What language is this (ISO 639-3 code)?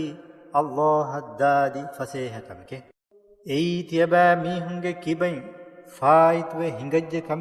div